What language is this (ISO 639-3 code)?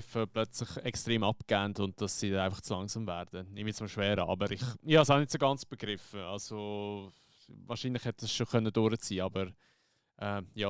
gsw